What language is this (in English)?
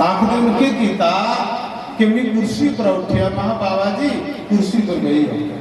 Dogri